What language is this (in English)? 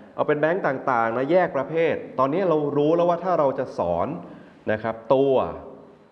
Thai